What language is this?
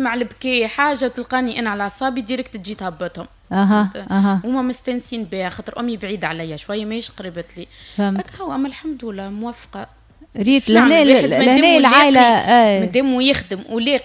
Tunisian Arabic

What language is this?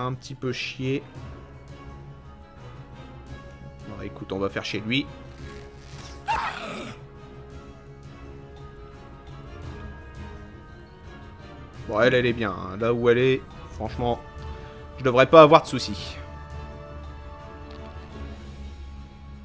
French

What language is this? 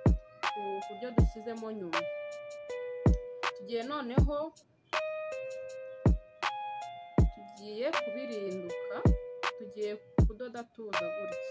Kinyarwanda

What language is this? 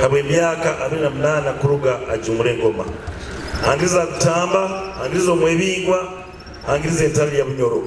Nyoro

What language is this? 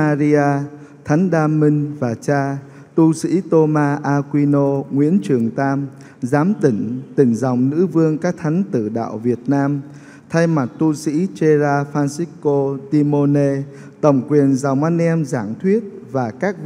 Vietnamese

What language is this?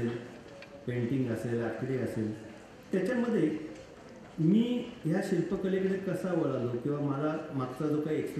Marathi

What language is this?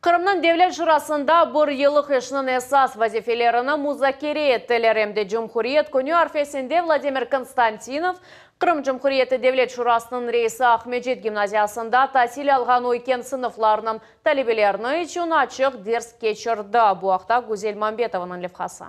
Crimean Tatar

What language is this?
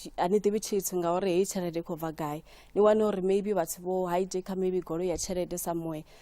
Venda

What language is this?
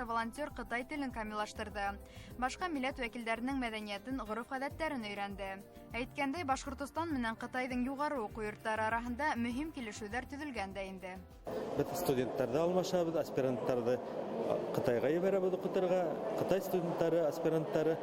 Bashkir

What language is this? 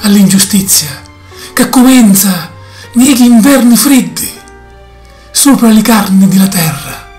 Sicilian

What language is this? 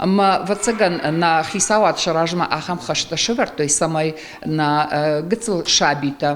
Ossetic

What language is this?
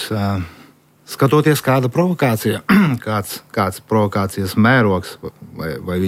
Latvian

